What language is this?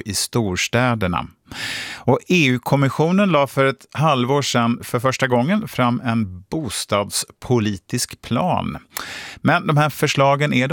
Swedish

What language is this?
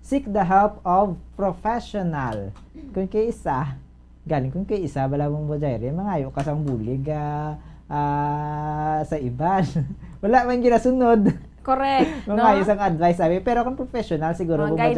Hiligaynon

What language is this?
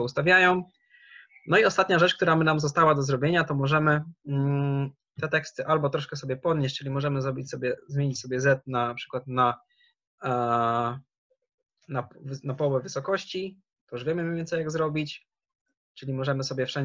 Polish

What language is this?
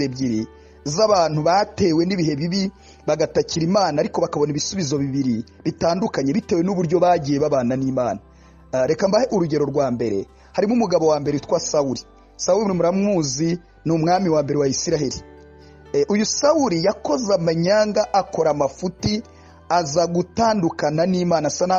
Kinyarwanda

